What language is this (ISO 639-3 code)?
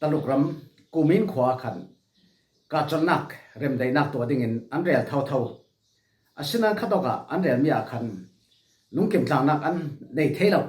cfm